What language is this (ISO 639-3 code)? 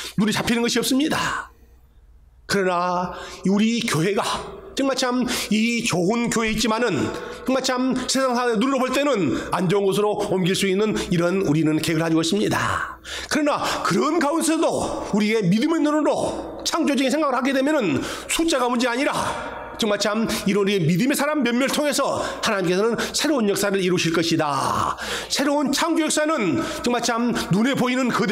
kor